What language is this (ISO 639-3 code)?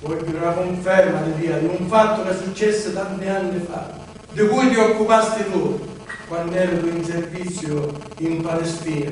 scn